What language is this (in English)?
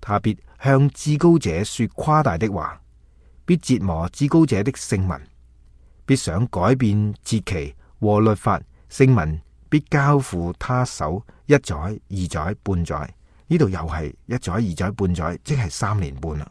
Cantonese